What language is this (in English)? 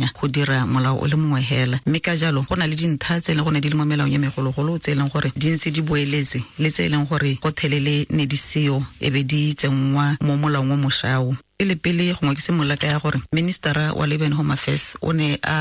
Tswana